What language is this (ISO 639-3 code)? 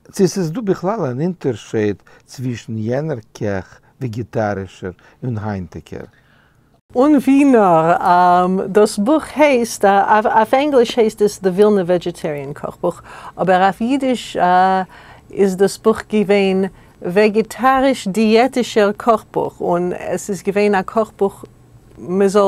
yid